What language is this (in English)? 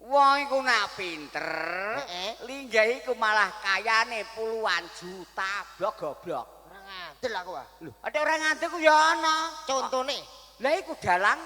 Javanese